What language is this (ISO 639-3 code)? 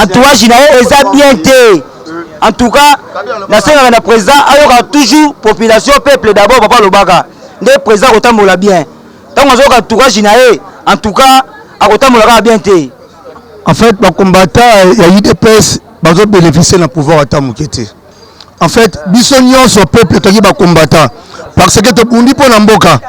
lin